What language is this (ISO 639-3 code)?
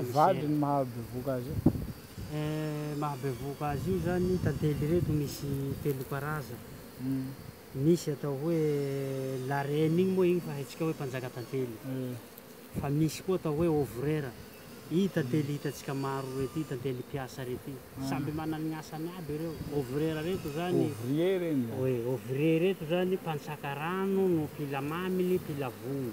mlg